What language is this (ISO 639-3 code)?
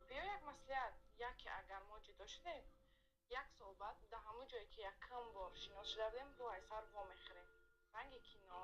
tgk